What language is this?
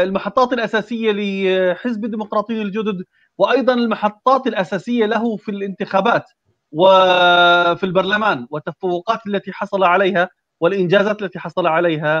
Arabic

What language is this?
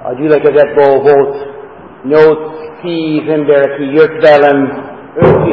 Hungarian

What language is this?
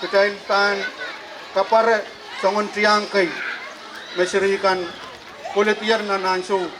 Pohnpeian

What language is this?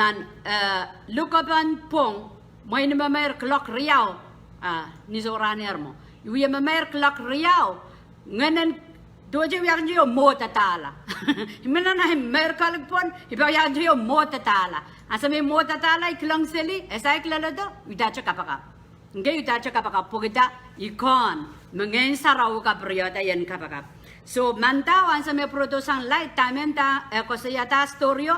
Pohnpeian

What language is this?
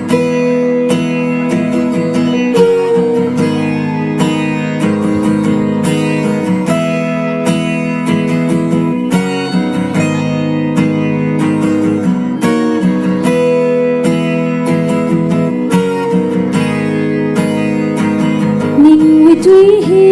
Tangkhul Naga (India)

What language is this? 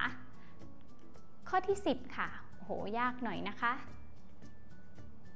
Thai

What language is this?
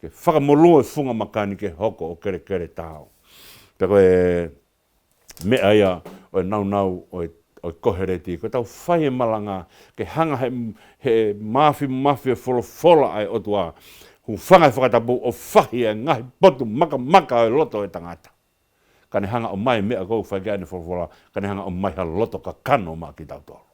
Tongan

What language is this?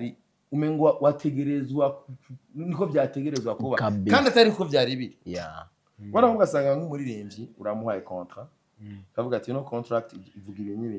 Rundi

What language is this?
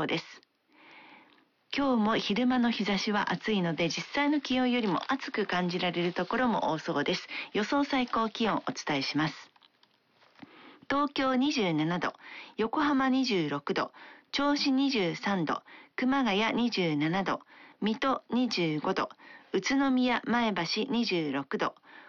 Japanese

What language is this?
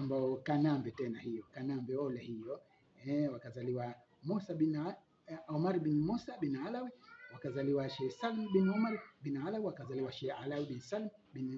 Swahili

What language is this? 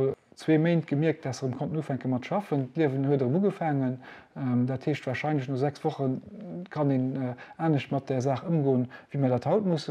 Luxembourgish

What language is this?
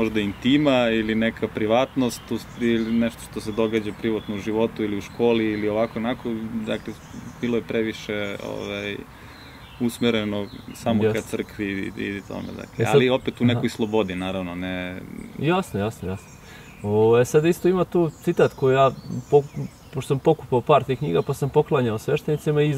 Serbian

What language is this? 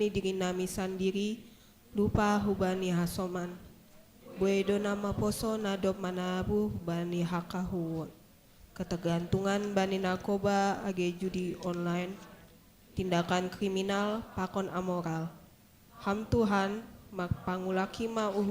Batak Simalungun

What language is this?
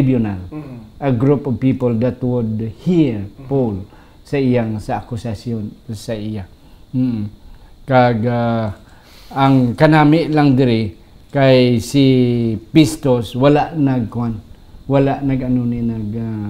Hiligaynon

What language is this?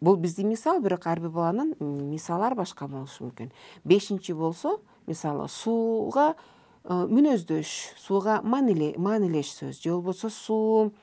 Kyrgyz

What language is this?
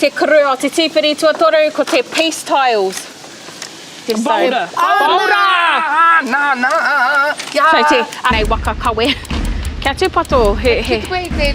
Māori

